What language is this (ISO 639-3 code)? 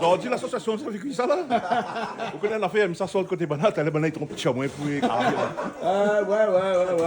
rcf